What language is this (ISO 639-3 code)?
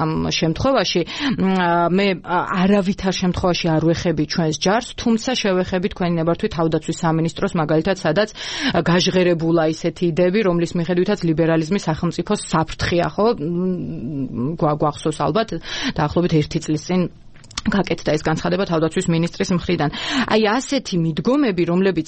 kat